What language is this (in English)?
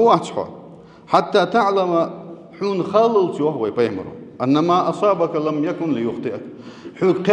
Ingush